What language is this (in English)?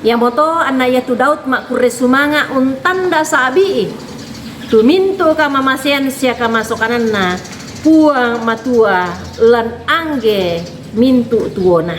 Toraja-Sa'dan